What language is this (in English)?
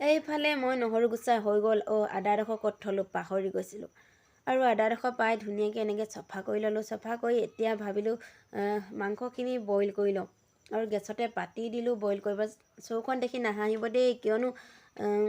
Assamese